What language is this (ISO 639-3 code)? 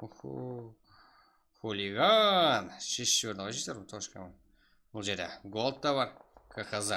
kaa